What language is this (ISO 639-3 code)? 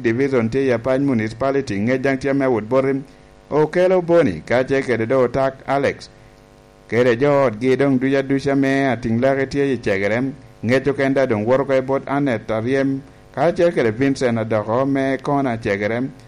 laj